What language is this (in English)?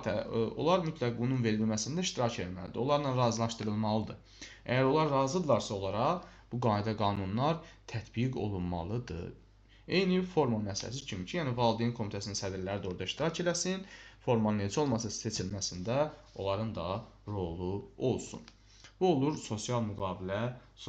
Azerbaijani